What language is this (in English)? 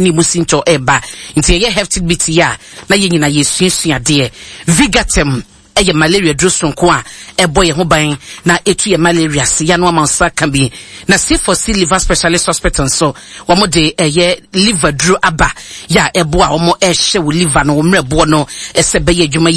Akan